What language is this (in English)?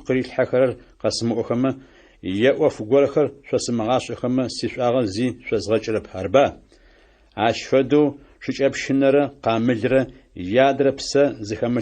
Adyghe